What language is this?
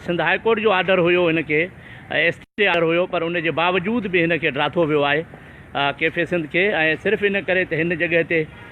Sindhi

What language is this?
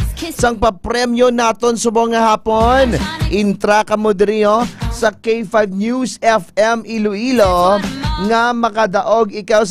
Hiligaynon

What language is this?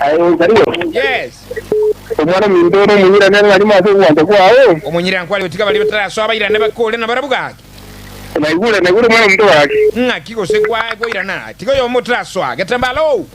Gusii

